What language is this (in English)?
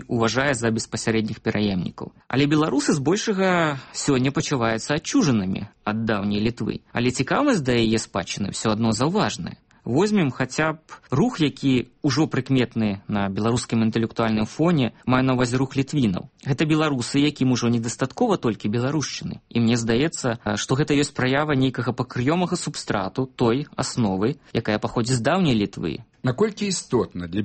Belarusian